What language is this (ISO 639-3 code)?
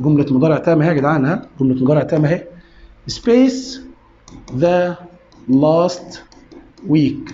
arz